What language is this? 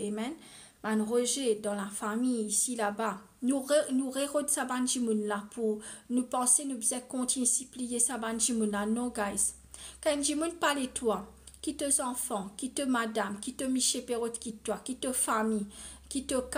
Morisyen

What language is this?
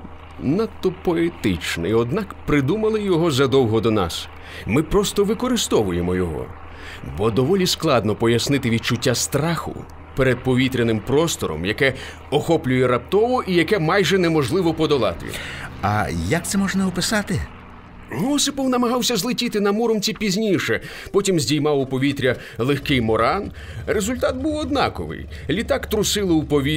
Ukrainian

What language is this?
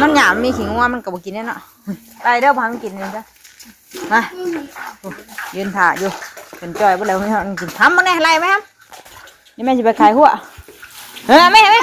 Northeastern Thai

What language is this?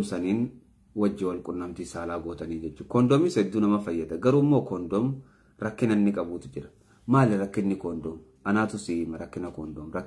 Oromo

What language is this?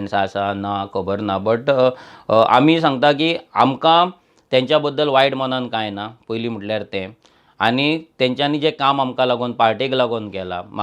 Konkani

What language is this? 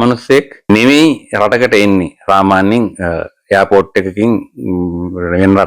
Sinhala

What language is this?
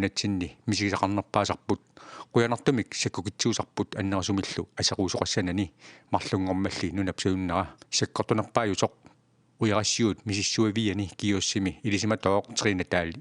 Kalaallisut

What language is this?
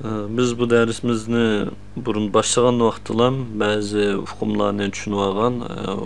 Uyghur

